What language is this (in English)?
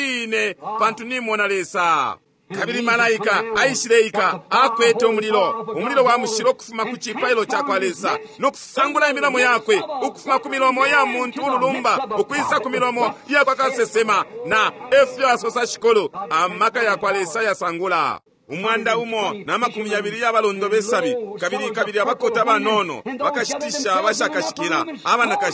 Bemba